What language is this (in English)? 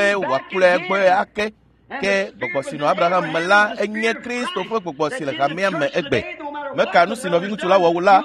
Ewe